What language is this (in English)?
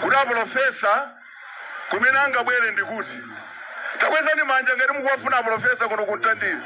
Nyanja